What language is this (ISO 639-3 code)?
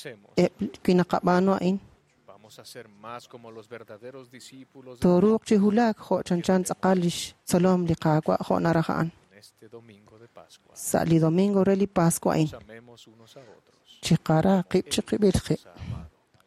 kek